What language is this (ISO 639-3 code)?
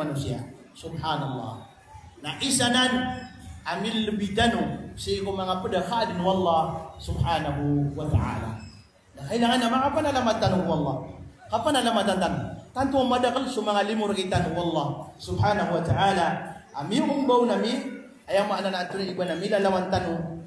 mrw